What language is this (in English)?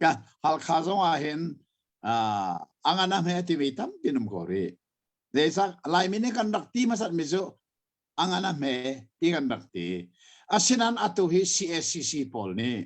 Hakha Chin